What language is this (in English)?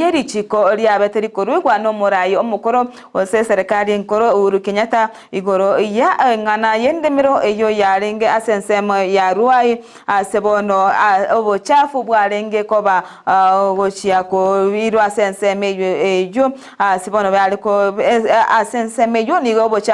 Gusii